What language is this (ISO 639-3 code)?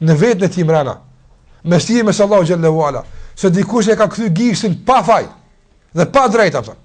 sqi